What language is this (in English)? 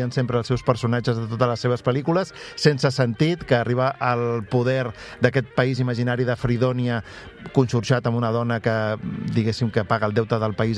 Catalan